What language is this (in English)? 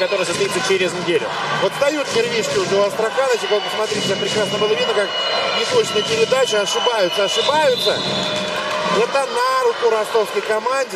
Russian